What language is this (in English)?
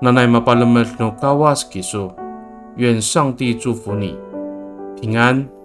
Amis